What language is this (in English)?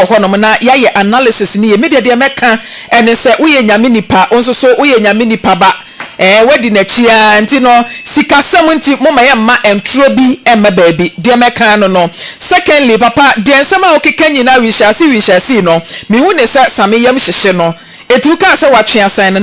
Akan